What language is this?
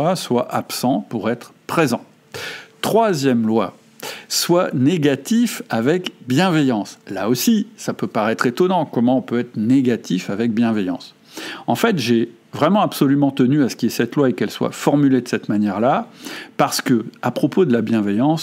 French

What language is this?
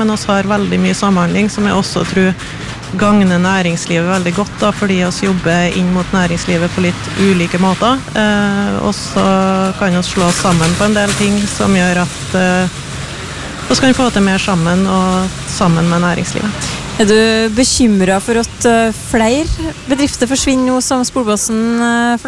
Norwegian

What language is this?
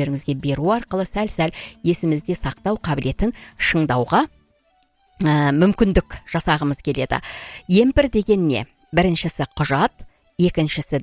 Kazakh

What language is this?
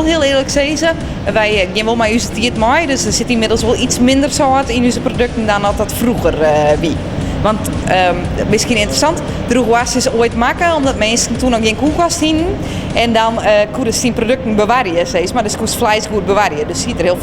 Western Frisian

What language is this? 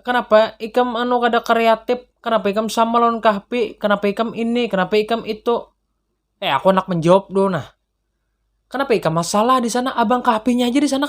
Banjar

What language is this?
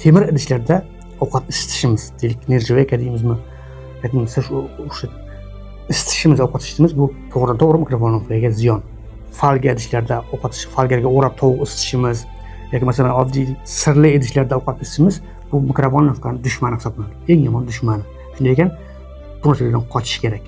Uzbek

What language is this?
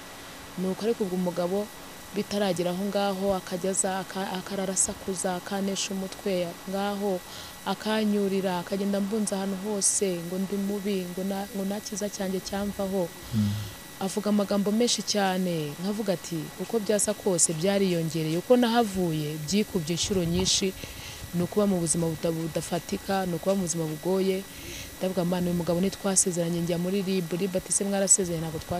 Kinyarwanda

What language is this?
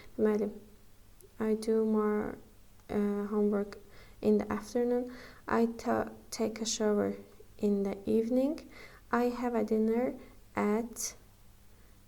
Azerbaijani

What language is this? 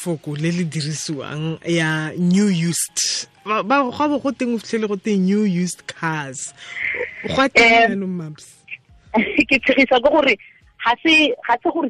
Tswana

